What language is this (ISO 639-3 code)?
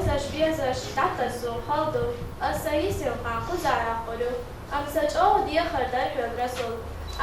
che